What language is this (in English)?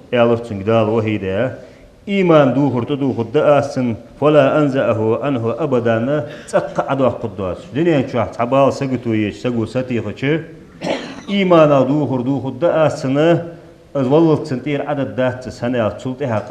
Ingush